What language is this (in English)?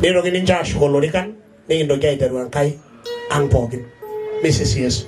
Masai